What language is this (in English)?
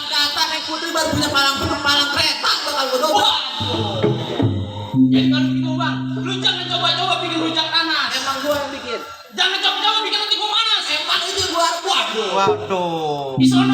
Betawi